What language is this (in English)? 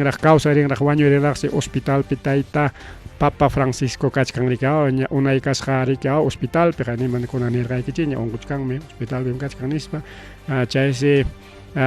Ayacucho Quechua